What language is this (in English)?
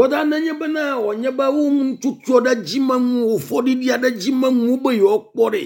Ewe